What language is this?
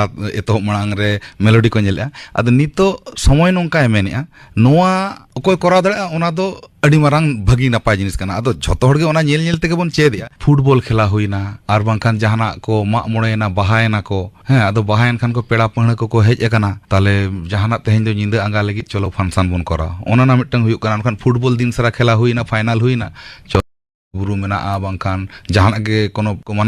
Santali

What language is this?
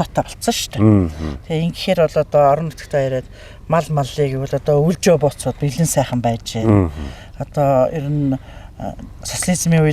Mongolian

